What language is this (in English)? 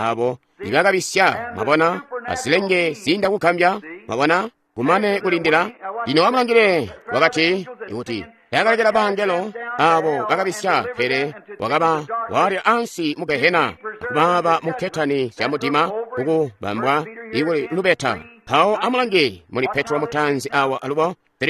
Tonga (Zambia)